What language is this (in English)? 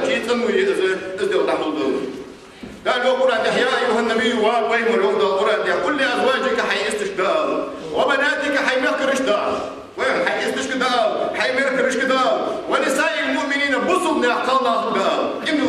Ingush